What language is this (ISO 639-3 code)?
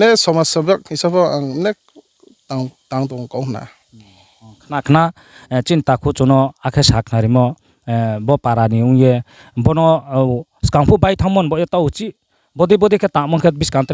ria